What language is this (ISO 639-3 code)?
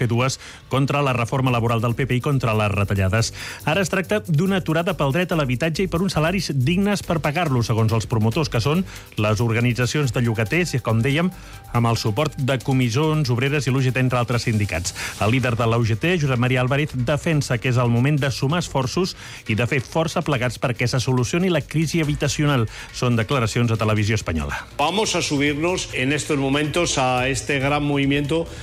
cat